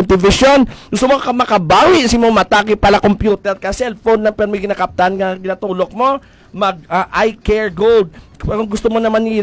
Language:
Hiligaynon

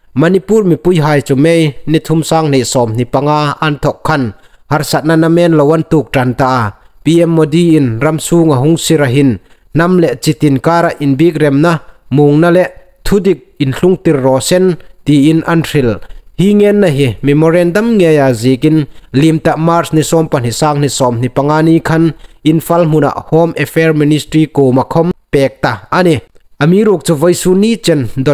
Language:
Hmar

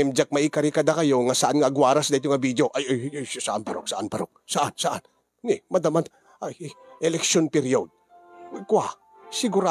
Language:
Iloko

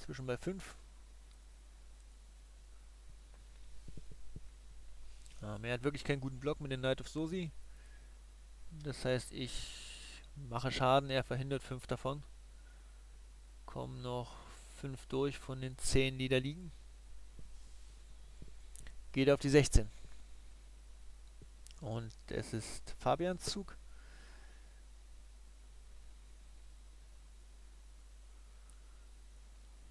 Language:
German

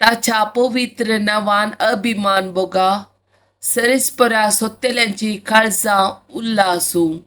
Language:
Konkani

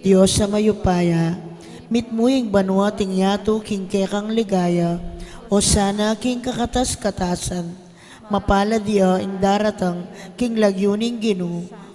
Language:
Pampanga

